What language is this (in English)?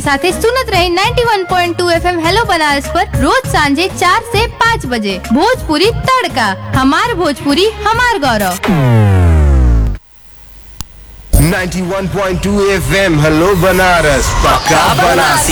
Bhojpuri